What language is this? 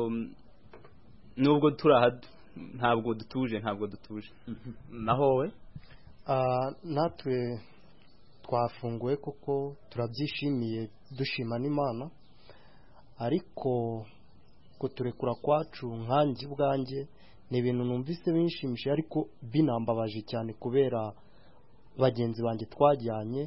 Kinyarwanda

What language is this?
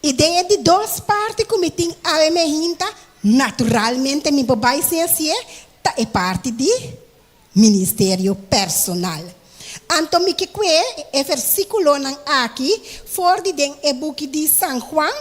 Papiamento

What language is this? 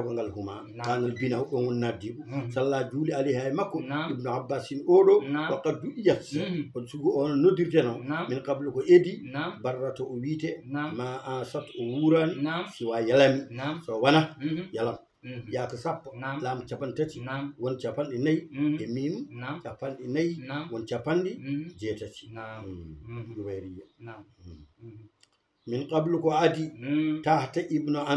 Fula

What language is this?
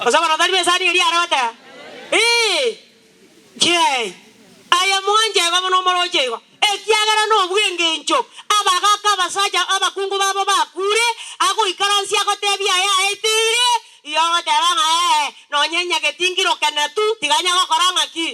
Gusii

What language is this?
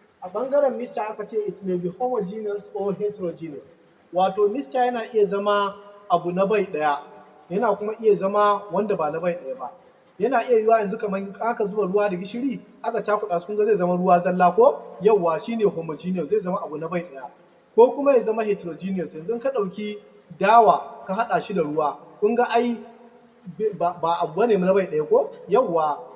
Hausa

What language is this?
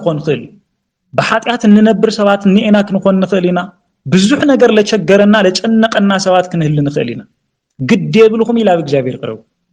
Tigrinya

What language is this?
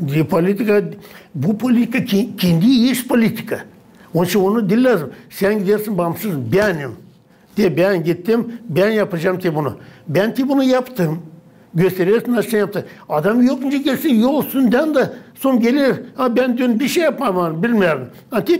Gagauz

